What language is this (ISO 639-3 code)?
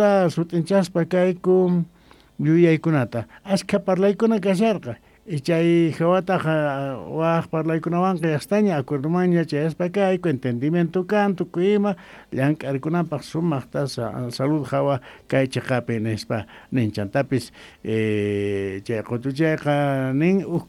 quh